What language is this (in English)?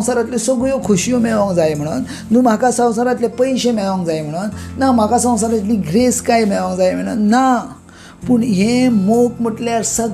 Konkani